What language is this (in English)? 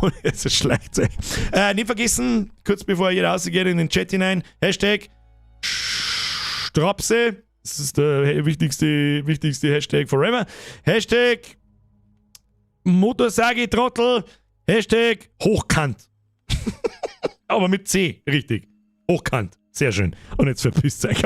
Bavarian